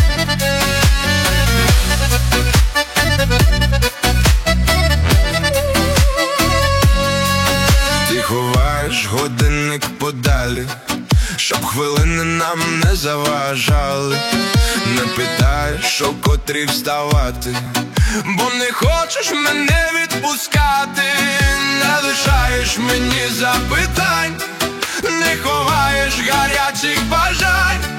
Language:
Ukrainian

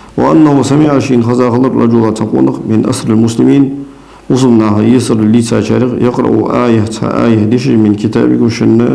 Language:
Ingush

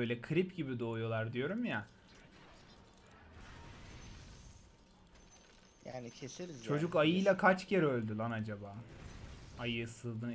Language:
Turkish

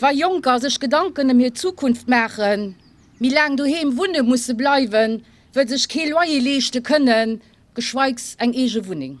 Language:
Luxembourgish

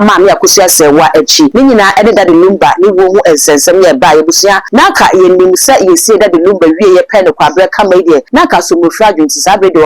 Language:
Akan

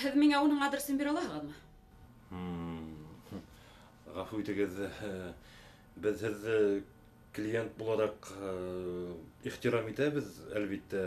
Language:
Bashkir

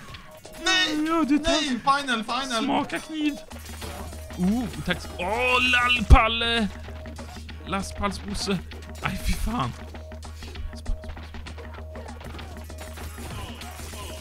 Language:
Swedish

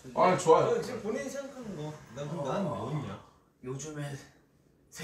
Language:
Korean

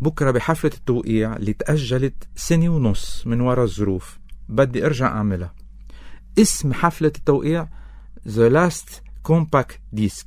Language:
North Levantine Arabic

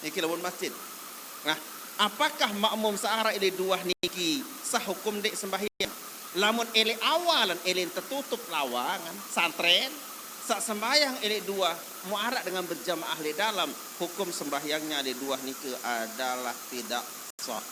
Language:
Sasak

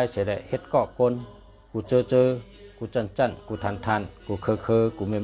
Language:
Shan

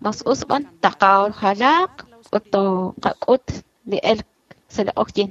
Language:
Kekchí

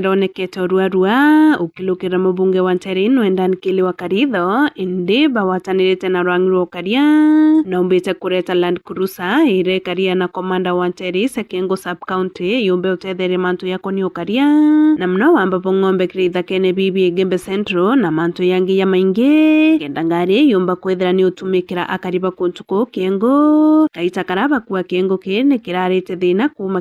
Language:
Meru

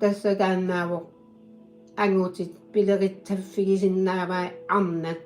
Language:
Kalaallisut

